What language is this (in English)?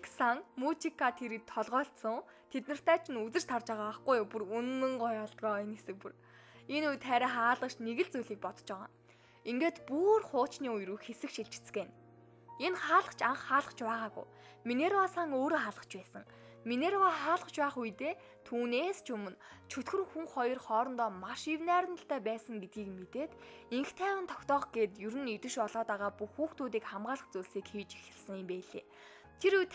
Mongolian